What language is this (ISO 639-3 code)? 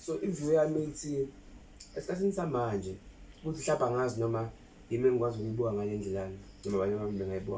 zul